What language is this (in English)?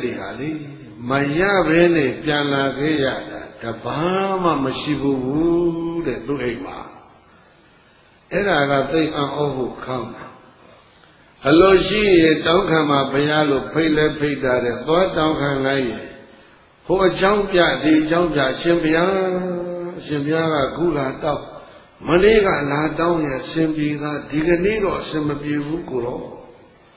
Burmese